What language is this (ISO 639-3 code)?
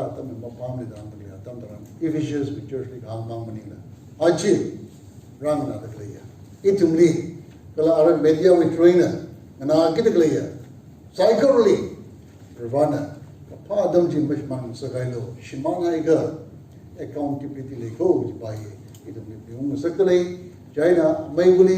nmf